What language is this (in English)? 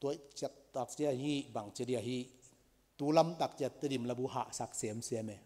Tedim Chin